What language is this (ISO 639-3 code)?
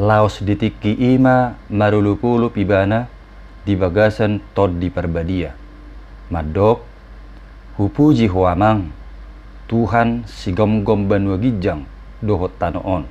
bbc